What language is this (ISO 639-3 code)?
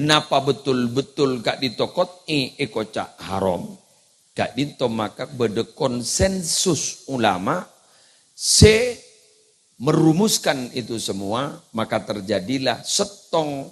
mad